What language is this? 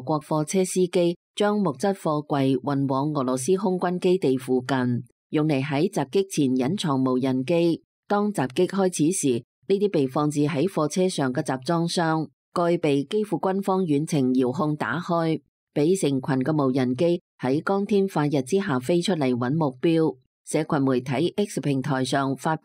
Cantonese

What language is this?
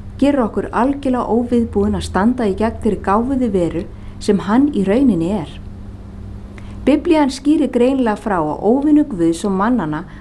Icelandic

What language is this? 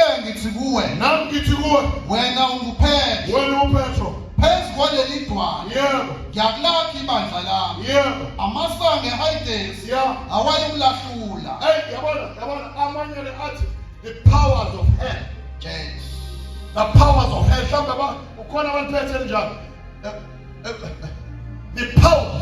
Zulu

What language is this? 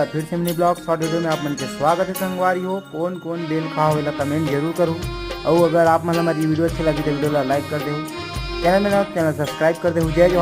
Chhattisgarhi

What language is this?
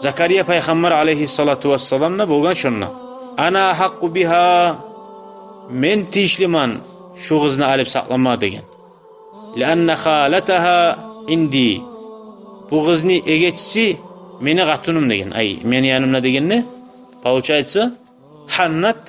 Kumyk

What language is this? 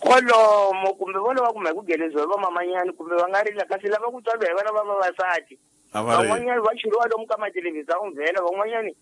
Tsonga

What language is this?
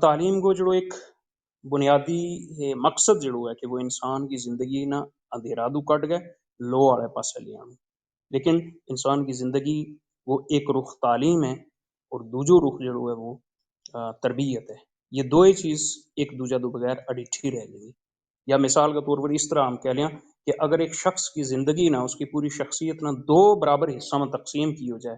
Gujari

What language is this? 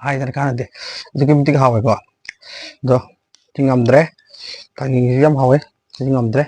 Manipuri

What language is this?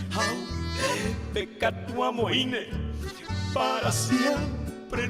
Guarani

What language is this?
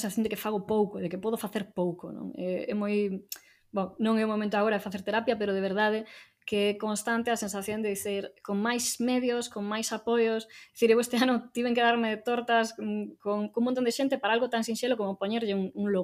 Galician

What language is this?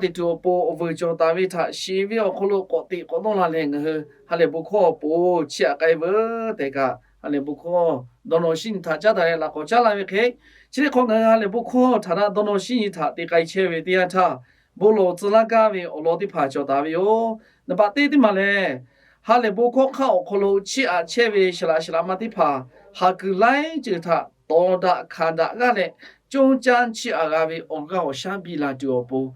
Lahu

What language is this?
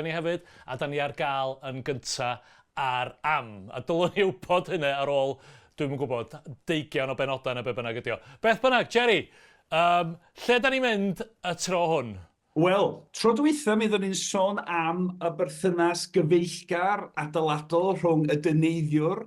Welsh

